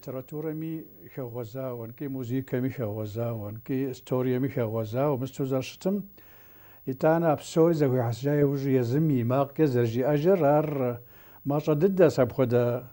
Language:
Kabardian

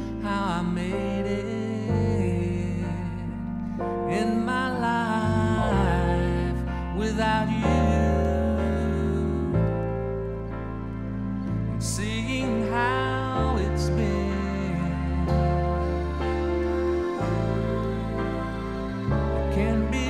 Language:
English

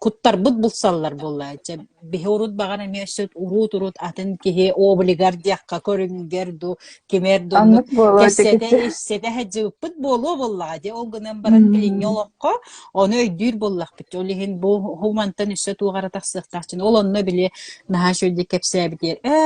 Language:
Yakut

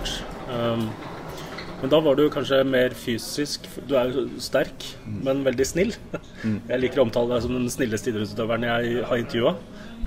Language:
Norwegian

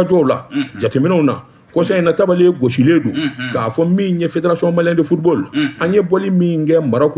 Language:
Bambara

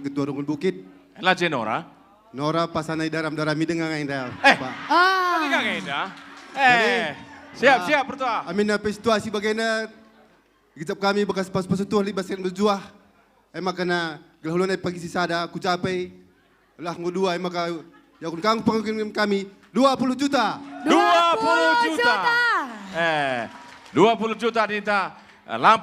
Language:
Batak Karo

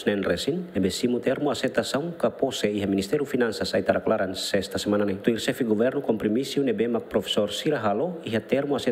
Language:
Tetum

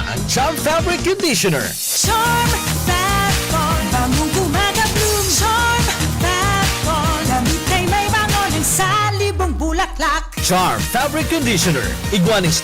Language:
Bikol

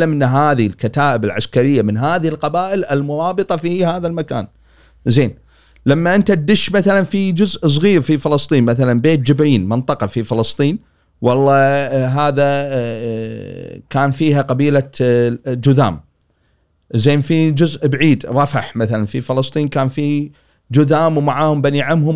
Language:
Gulf Arabic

